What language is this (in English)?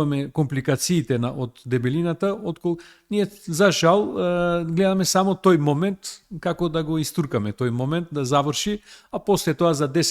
Macedonian